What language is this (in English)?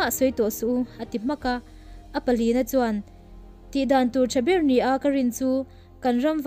Mizo